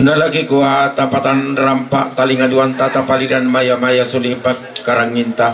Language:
Toraja-Sa'dan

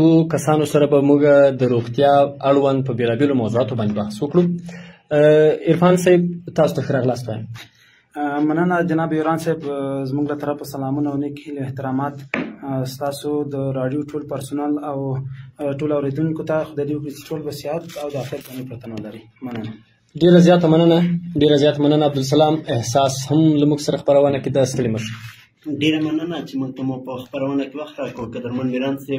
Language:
Pashto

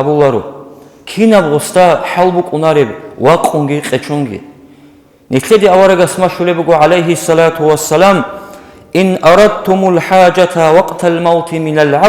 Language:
Avaric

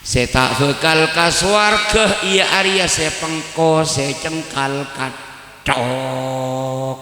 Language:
Madurese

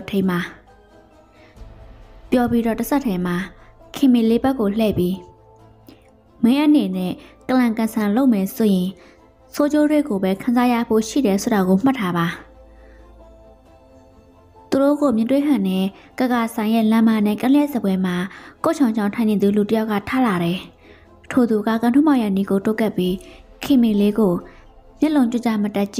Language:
Burmese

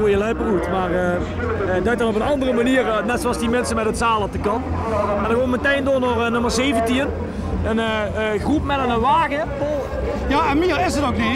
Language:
Limburgish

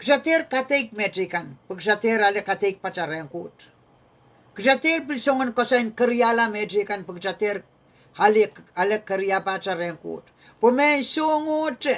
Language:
Pohnpeian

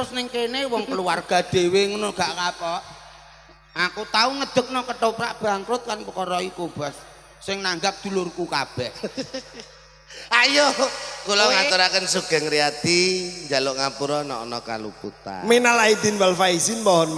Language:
Javanese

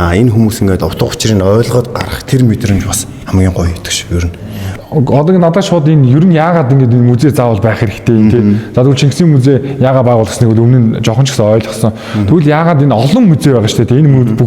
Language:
Mongolian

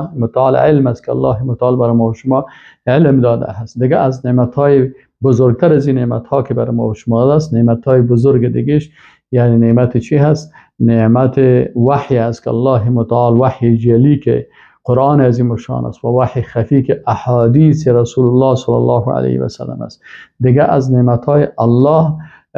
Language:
Persian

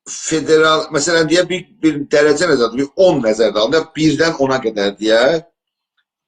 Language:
South Azerbaijani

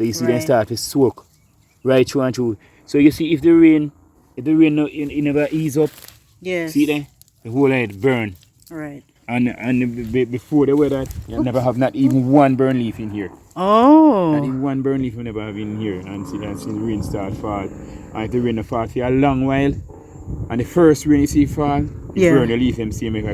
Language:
Jamaican Creole English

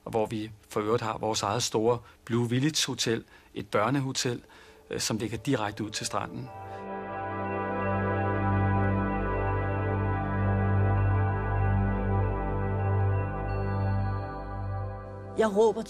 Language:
Danish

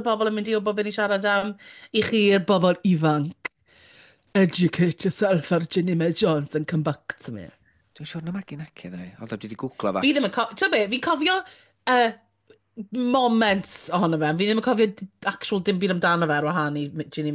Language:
Welsh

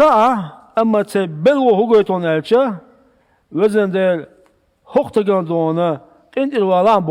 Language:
Chechen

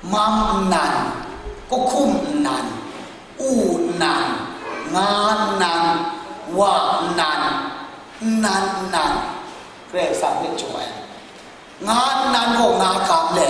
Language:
Kachin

